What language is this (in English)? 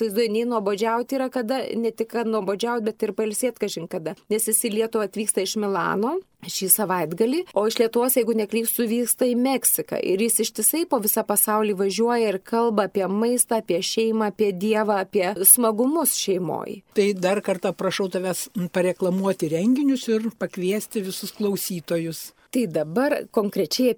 Lithuanian